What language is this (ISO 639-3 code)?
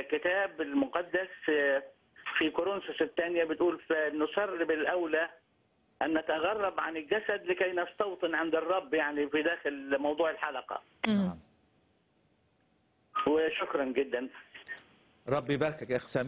arz